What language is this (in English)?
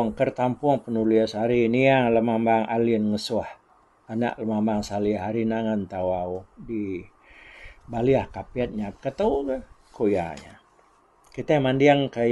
Iban